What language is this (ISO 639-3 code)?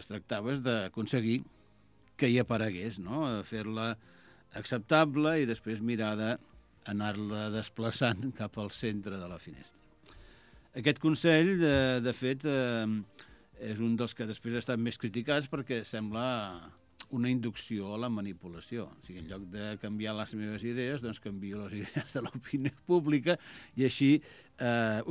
cat